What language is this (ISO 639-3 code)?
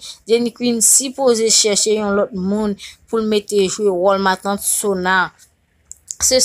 hat